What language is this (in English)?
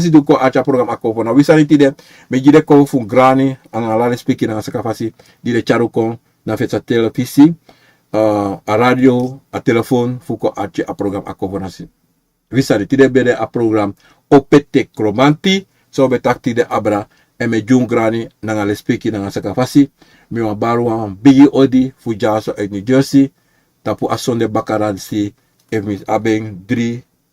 Sranan Tongo